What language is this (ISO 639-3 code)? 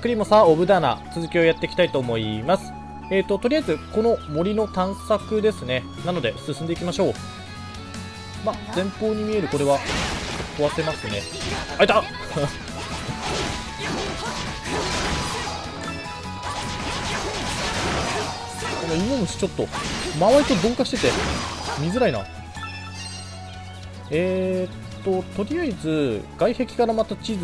jpn